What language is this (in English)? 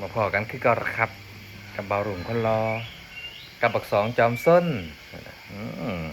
Northeastern Thai